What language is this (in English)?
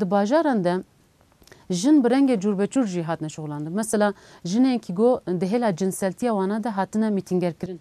Kurdish